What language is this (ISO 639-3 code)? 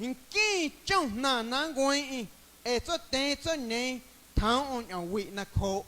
amu